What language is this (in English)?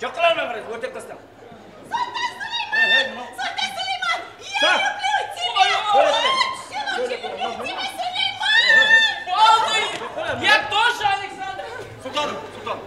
Kara-Kalpak